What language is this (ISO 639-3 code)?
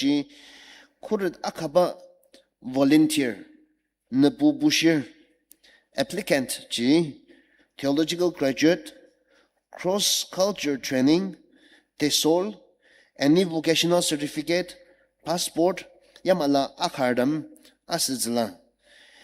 njo